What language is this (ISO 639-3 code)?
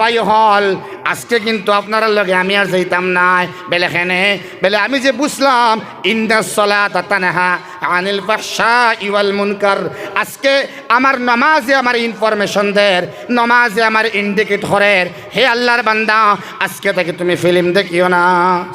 syl